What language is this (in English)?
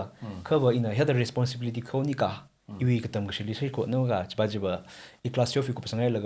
Tangkhul Naga (India)